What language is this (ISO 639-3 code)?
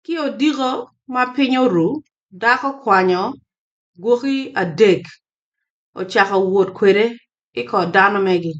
ach